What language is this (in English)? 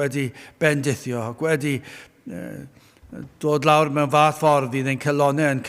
Welsh